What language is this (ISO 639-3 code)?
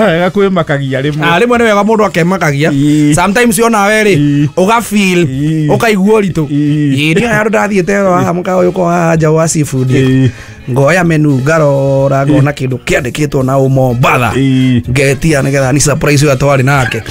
kik